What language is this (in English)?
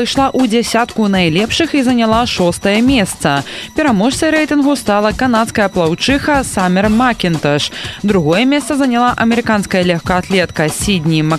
Belarusian